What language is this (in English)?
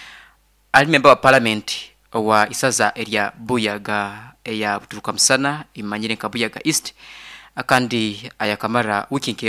Nyoro